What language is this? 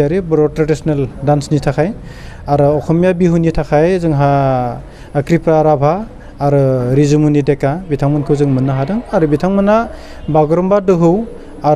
Bodo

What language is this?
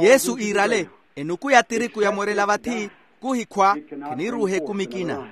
Makhuwa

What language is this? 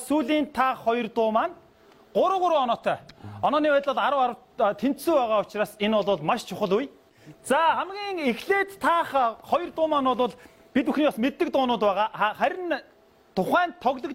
Mongolian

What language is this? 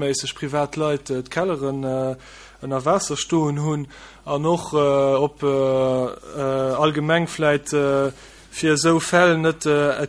Luxembourgish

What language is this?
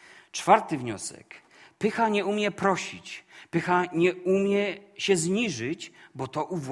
Polish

